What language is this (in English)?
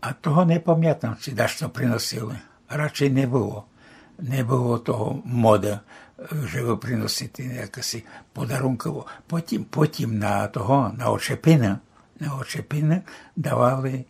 Rusyn